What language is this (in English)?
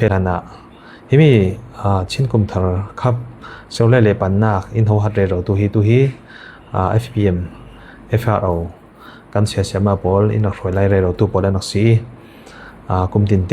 Falam Chin